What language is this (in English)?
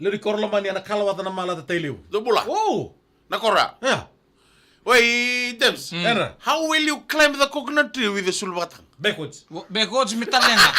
Fijian